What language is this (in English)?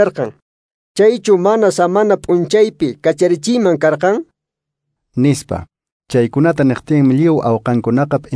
Quechua